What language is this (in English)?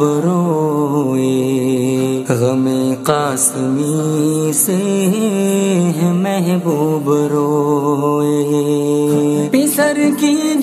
Urdu